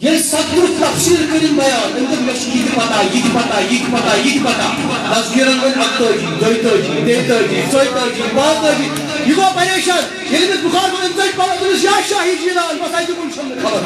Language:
Kashmiri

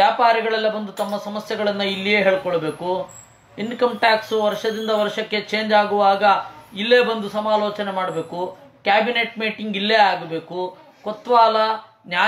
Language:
Kannada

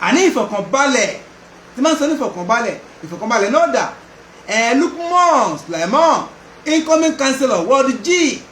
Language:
Yoruba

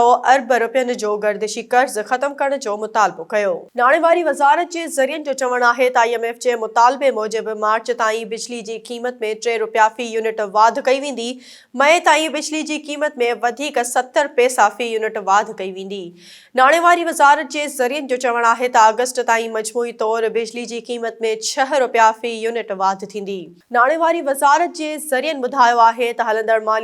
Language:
Sindhi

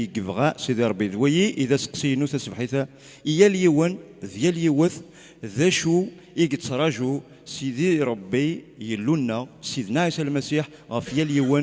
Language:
Kabyle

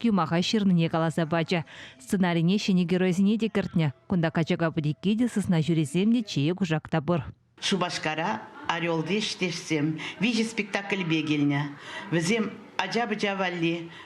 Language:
Chuvash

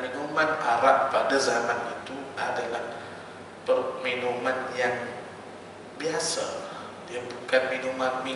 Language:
Malay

